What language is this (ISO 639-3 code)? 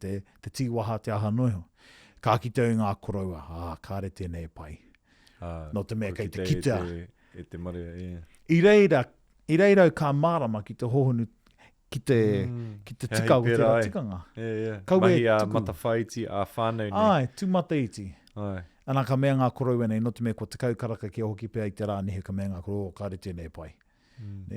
mri